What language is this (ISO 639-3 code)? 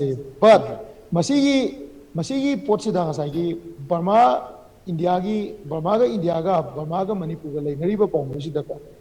mni